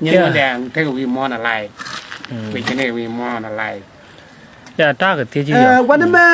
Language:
Nuer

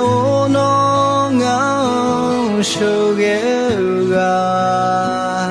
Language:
Akha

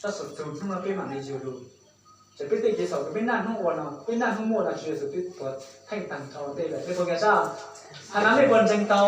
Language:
Hmong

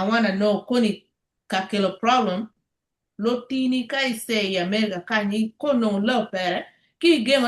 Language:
Acoli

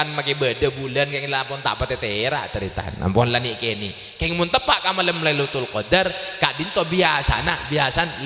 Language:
Madurese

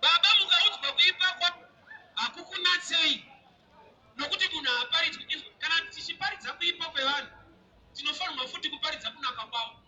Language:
Shona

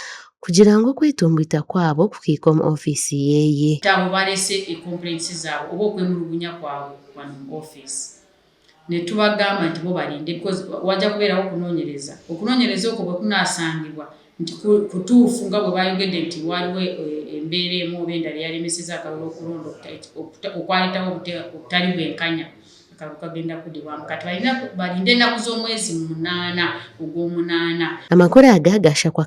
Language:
Nyankole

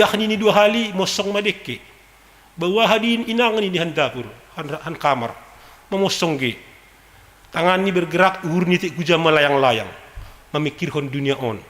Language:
Batak Simalungun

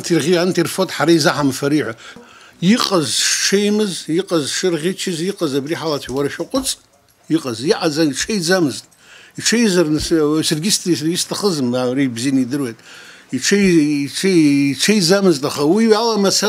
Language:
Abkhazian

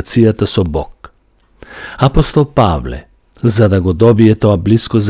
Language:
Macedonian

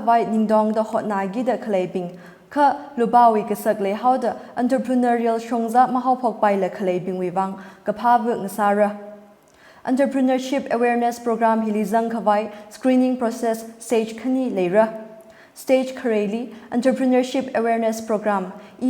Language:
Tangkhul Naga (India)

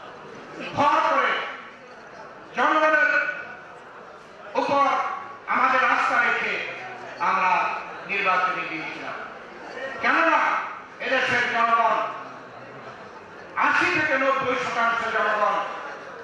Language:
Bangla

